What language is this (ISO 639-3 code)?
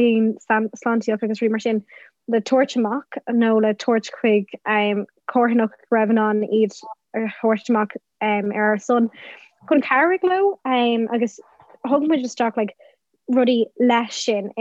gle